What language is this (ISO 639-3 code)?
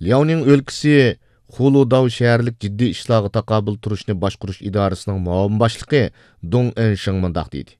uig